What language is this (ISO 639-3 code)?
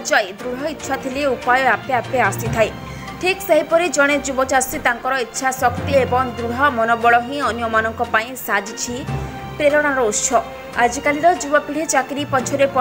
ori